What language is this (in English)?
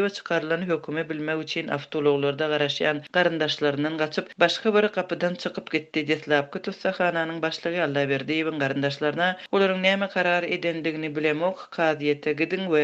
Turkmen